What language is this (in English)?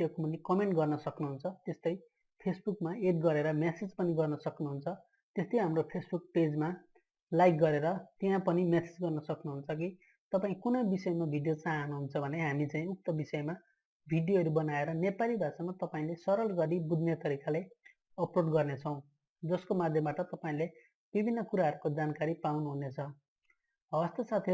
Nepali